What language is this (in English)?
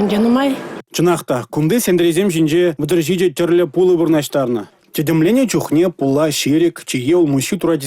Chuvash